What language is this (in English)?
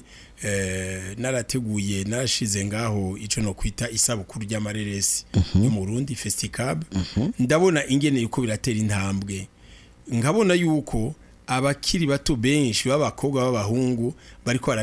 Rundi